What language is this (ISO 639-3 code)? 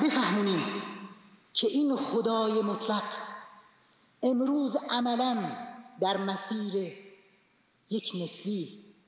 fas